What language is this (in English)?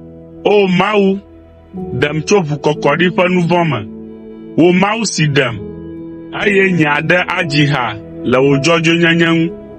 Ewe